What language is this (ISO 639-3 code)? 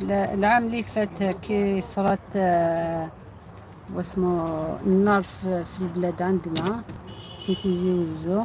arq